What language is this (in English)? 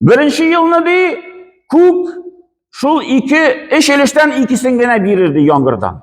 Tatar